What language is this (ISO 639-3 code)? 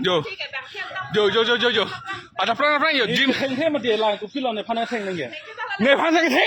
mjw